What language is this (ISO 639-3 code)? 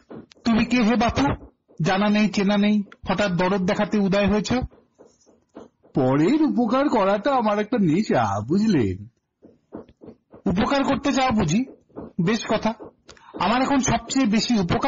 ben